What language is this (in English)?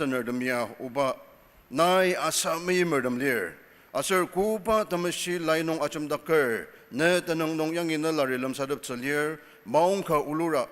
Ao Naga